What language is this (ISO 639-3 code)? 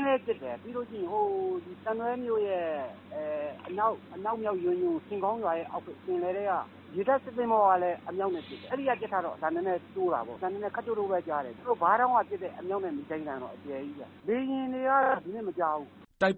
mya